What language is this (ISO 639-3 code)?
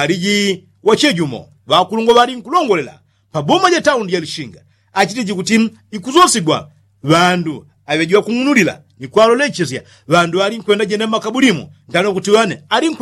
yao